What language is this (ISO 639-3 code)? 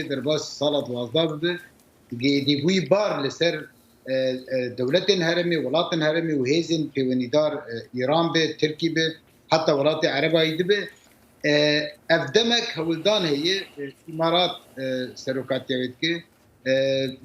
kur